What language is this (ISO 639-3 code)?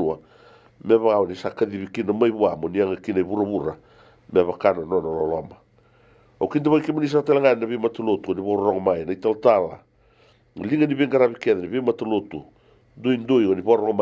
fij